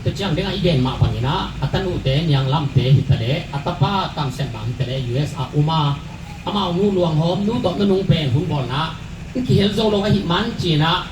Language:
Tedim Chin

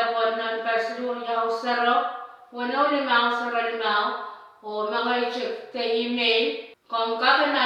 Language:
Pohnpeian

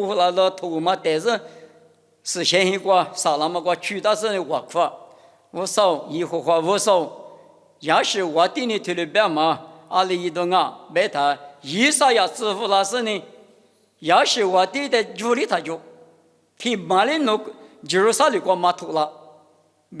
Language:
Lisu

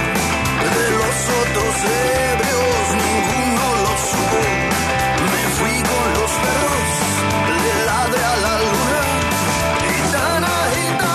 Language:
Spanish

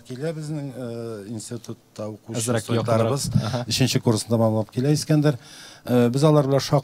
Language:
Tatar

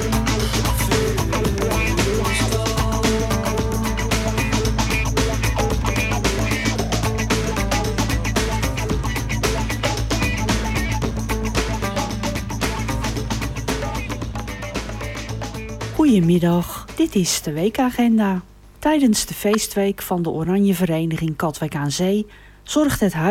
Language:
Dutch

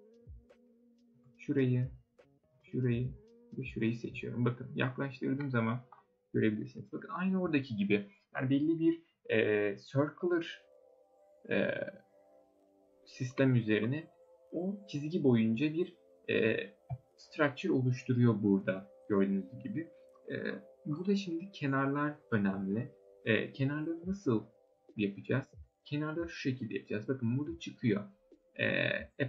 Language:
Turkish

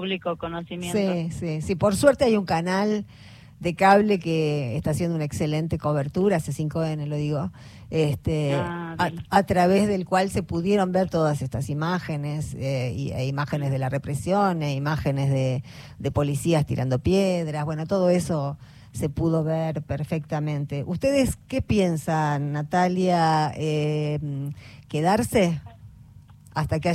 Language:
Spanish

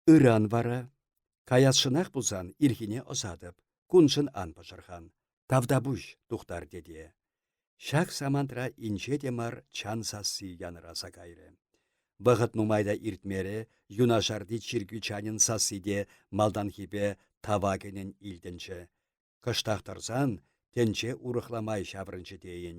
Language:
Chuvash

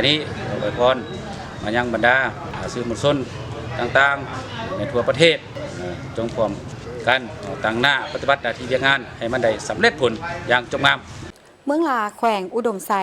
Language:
Lao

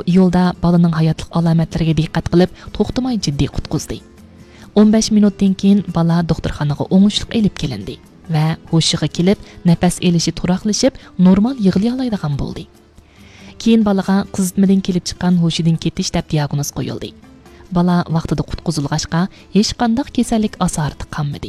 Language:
Uyghur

